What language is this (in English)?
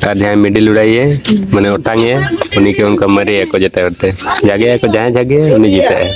Santali